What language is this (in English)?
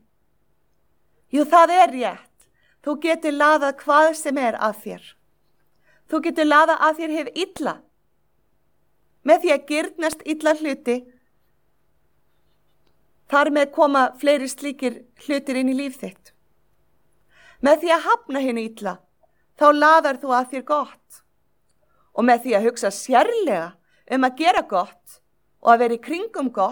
Icelandic